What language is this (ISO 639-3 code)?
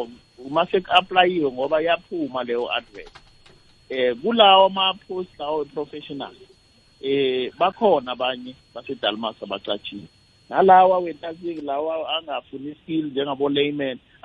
nbl